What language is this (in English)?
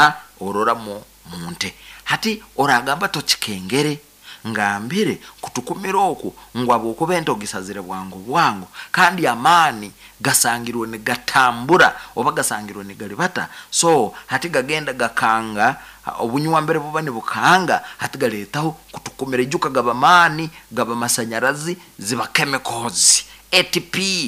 Nyoro